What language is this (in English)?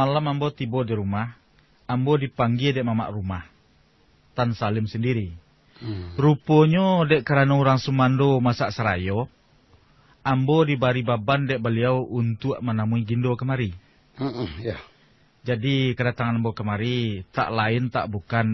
Minangkabau